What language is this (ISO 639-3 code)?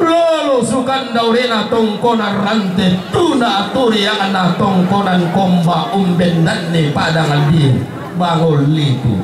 sda